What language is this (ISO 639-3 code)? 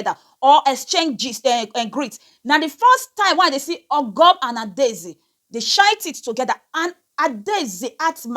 pcm